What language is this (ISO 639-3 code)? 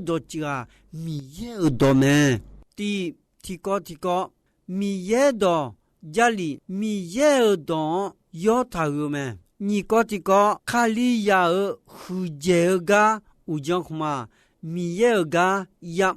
ahk